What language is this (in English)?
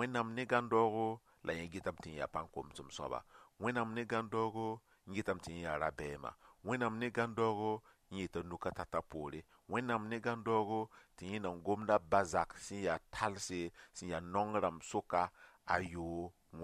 Mossi